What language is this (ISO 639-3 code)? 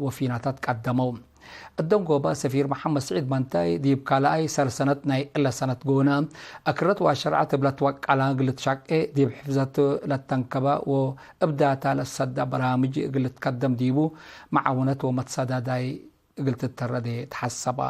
tig